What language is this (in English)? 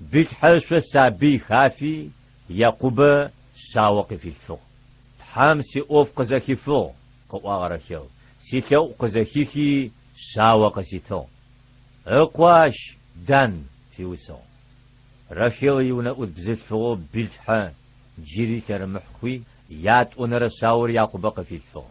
Adyghe